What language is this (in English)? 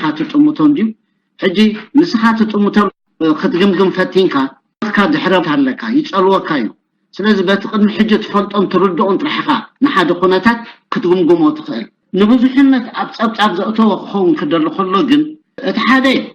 Tigrinya